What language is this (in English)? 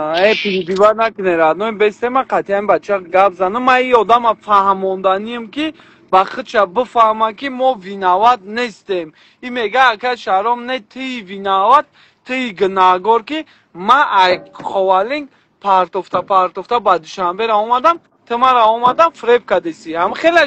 Tajik